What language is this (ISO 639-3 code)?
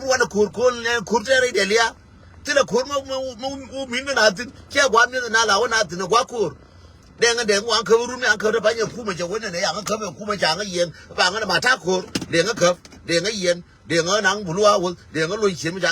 nus